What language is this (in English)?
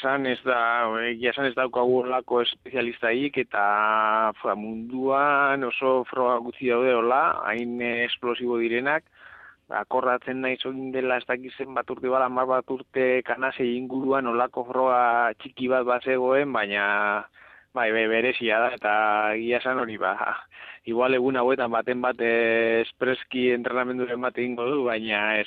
Basque